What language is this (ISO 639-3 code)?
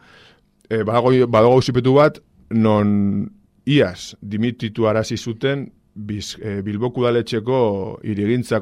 eus